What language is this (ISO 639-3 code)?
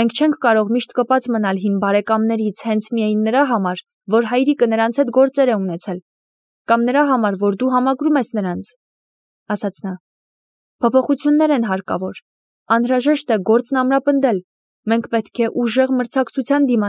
hye